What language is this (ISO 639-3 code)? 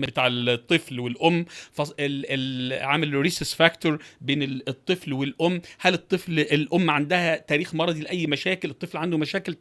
arz